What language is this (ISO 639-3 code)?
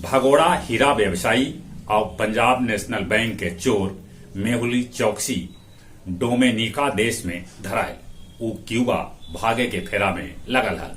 mag